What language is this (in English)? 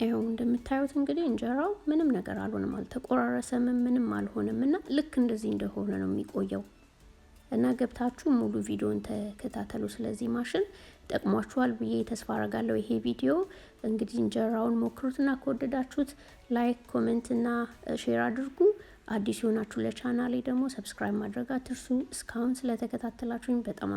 Amharic